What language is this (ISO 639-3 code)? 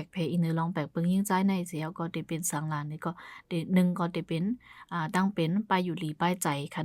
shn